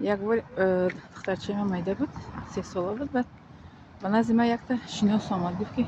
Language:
Tajik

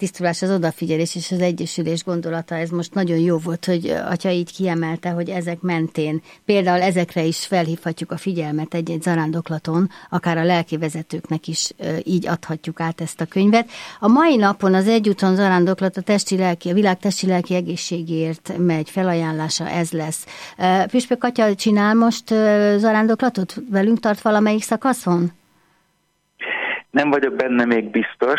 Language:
Hungarian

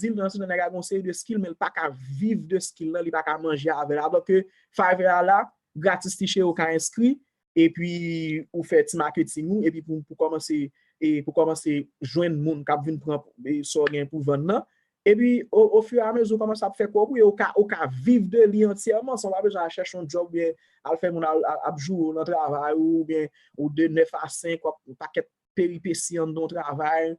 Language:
Haitian Creole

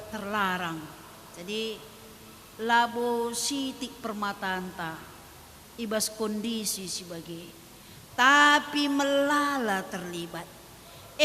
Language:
Batak Karo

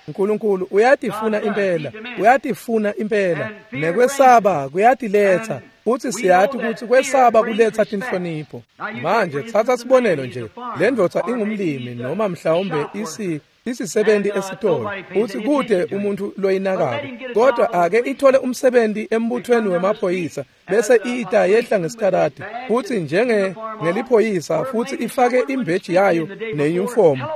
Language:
Swati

